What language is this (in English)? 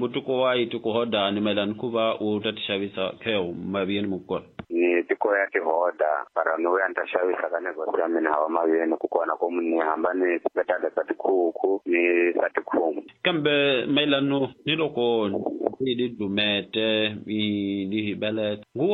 Tsonga